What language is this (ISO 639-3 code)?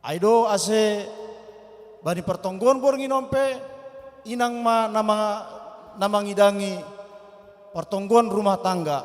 bts